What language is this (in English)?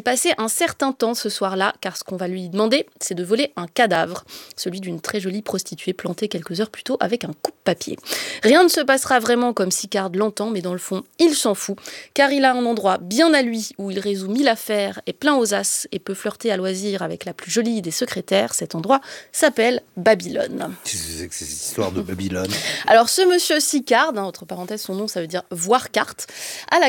French